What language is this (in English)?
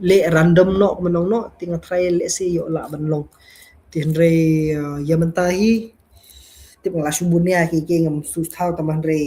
Khasi